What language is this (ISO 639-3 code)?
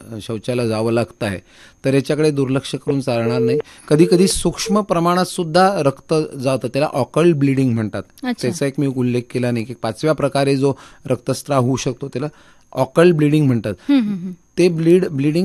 mar